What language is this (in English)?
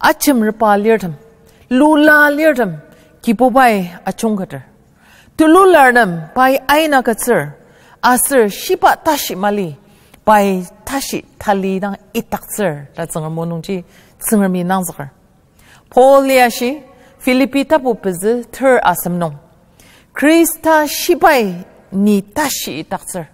Ao Naga